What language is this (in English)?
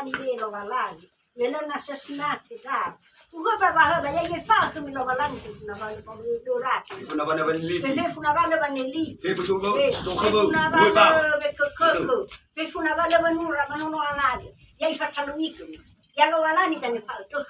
Nias